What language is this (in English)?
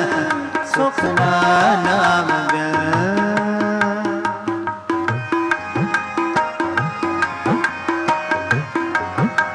Hindi